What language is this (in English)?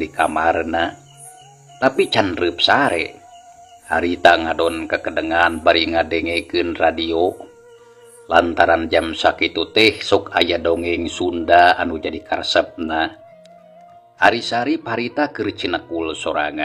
Sundanese